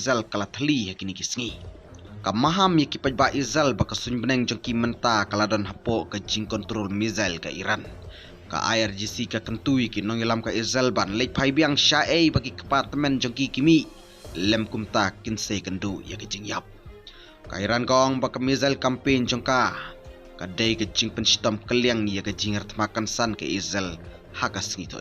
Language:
Khasi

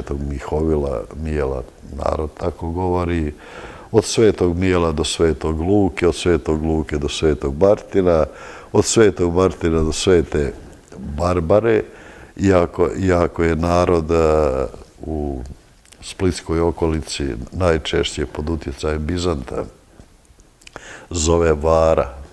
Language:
Croatian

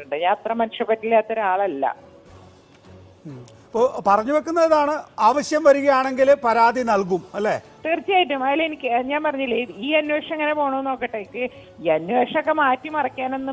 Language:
Malayalam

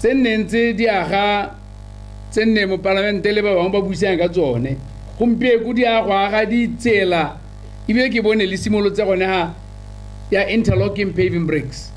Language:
Tswana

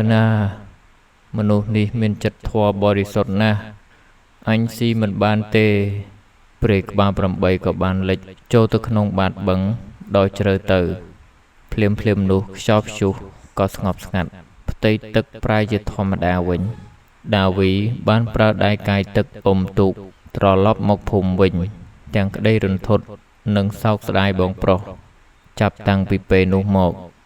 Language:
Khmer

